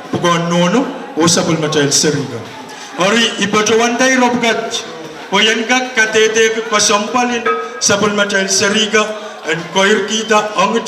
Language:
Pohnpeian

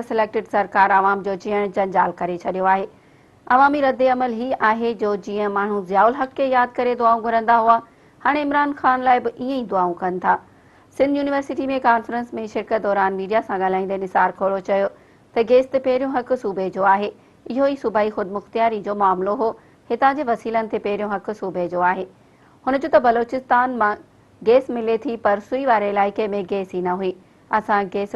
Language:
Sindhi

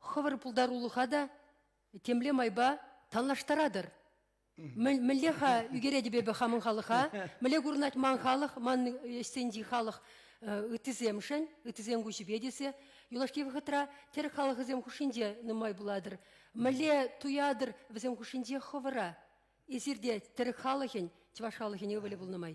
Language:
Chuvash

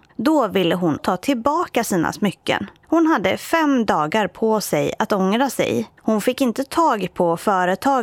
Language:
Swedish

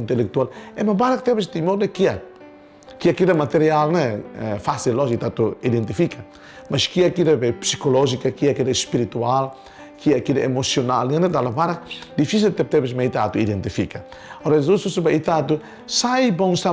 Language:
Tetum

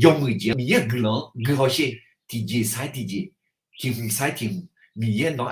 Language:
Akha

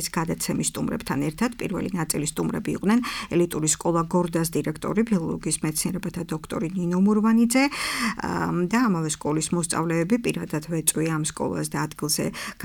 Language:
Georgian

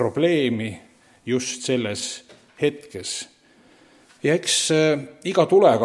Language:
Estonian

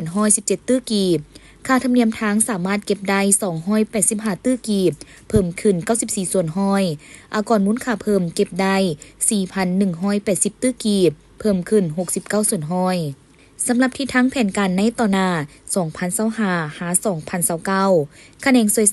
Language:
Lao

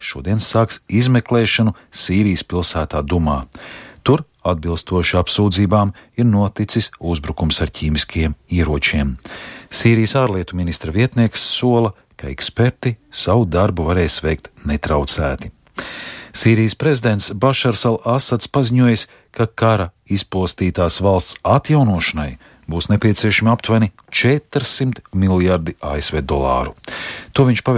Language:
Latvian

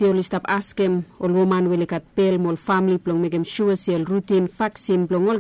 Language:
Bislama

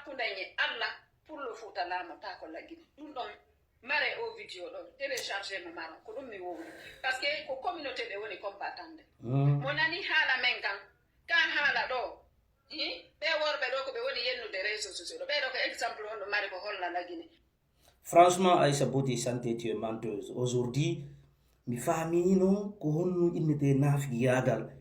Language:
Fula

